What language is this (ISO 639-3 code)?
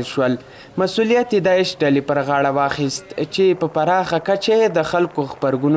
pus